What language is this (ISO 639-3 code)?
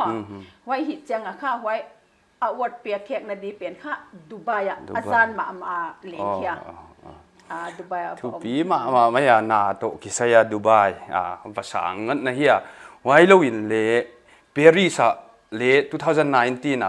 pck